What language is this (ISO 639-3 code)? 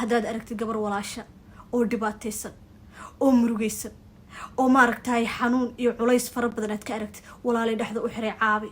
som